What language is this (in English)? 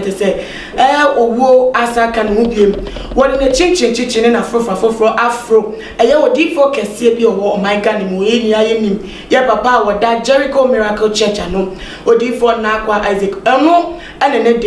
Akan